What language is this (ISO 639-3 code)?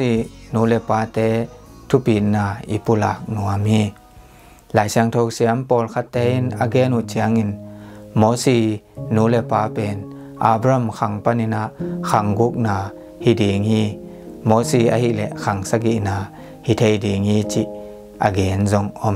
ctd